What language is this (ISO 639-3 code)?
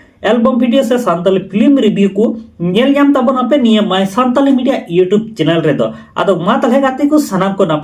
sat